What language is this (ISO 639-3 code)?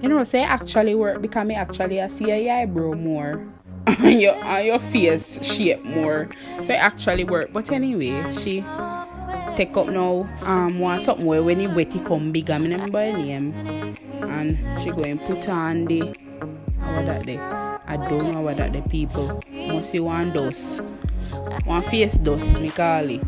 jam